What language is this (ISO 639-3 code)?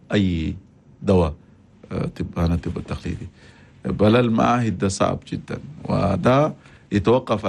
shu